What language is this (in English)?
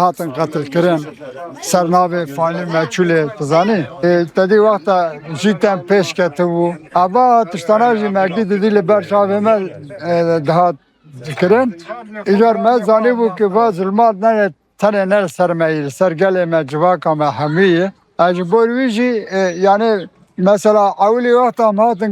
Kurdish